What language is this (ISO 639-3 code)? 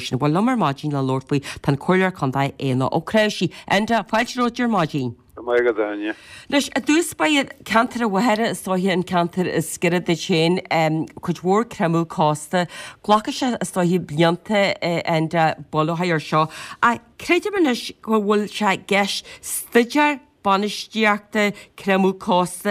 gle